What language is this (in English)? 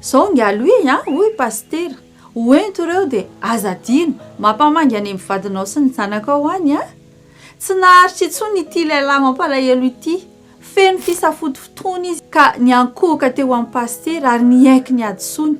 Malagasy